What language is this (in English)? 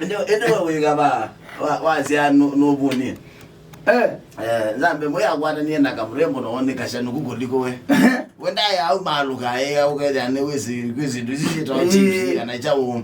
Kamba